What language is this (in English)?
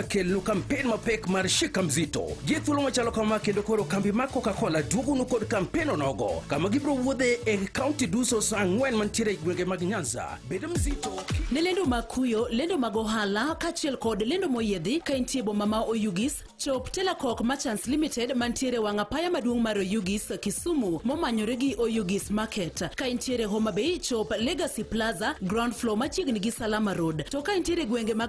Luo (Kenya and Tanzania)